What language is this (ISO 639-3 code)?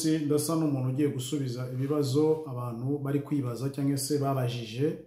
kin